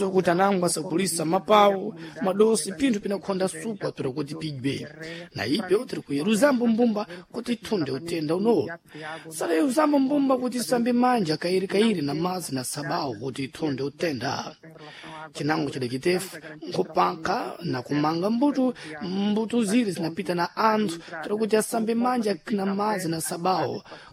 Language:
Sena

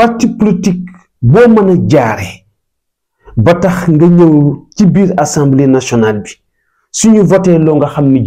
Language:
Wolof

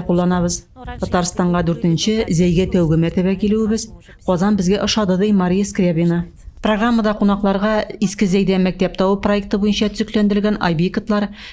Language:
Tatar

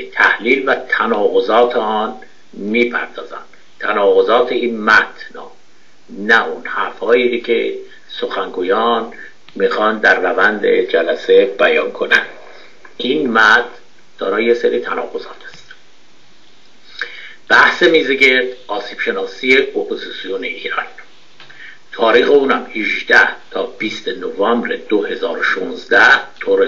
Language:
Persian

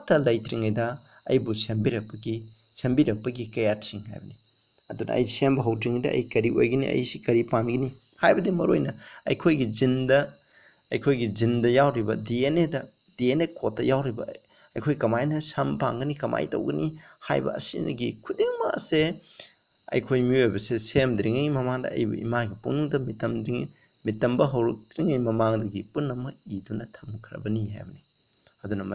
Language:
Manipuri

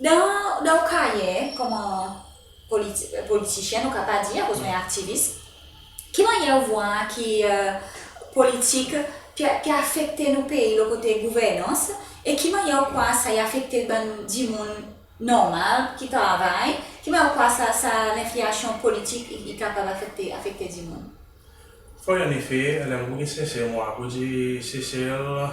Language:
Seselwa Creole French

